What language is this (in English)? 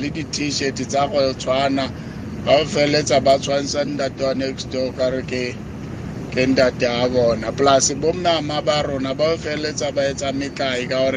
Tswana